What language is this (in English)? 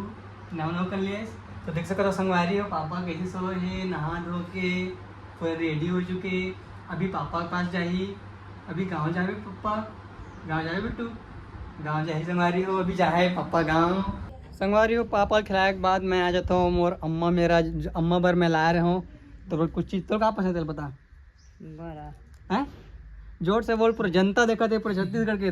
Chhattisgarhi